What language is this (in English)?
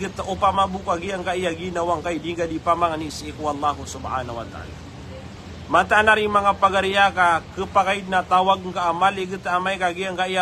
Maranao